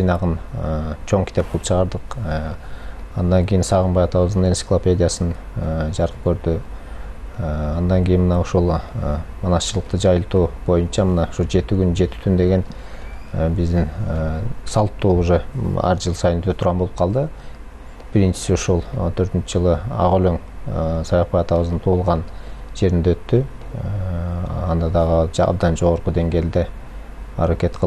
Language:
Kyrgyz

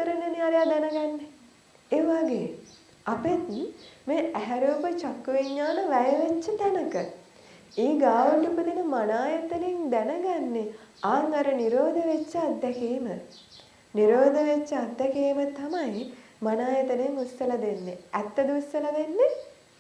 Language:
Sinhala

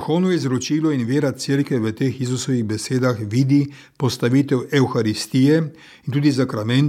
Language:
Slovenian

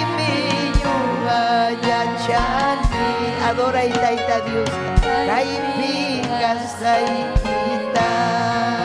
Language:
Ayacucho Quechua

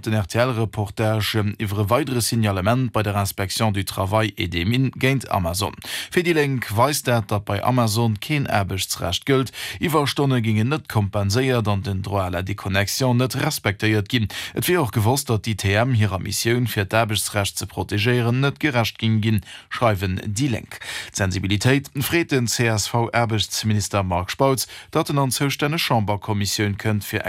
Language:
Luxembourgish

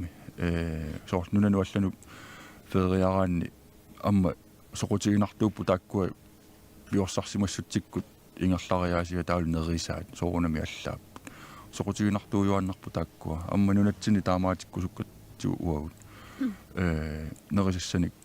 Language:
Kalaallisut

